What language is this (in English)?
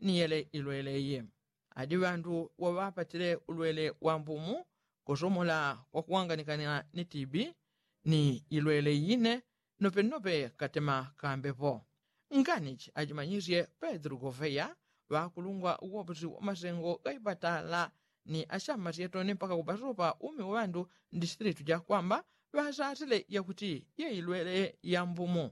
Yao